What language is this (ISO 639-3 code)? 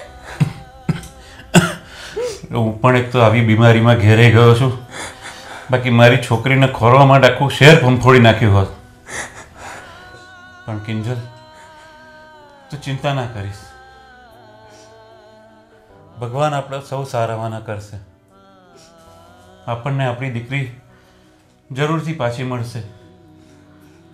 guj